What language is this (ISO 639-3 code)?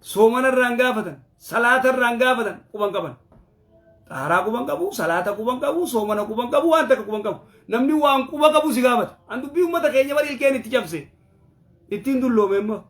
orm